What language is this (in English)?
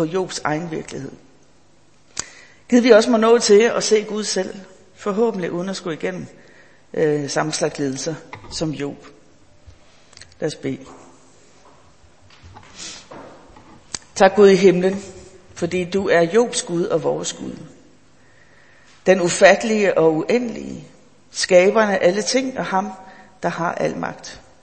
Danish